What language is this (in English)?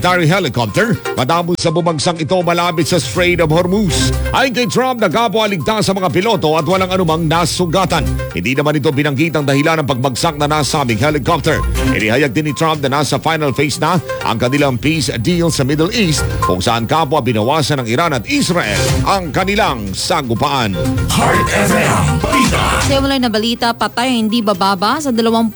Filipino